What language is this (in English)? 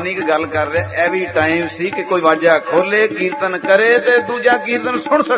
Punjabi